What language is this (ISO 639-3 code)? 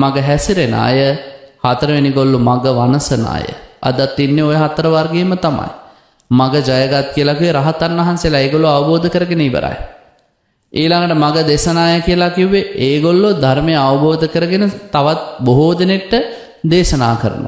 sin